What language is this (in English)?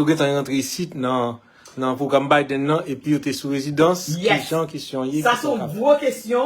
Haitian Creole